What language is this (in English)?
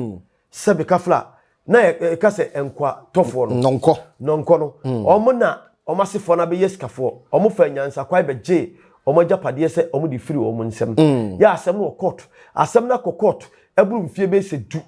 Akan